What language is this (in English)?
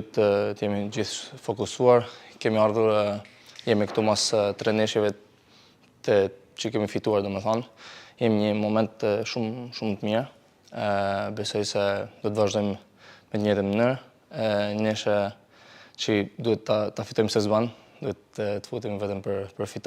Albanian